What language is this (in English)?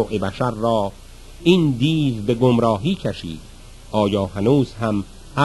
Persian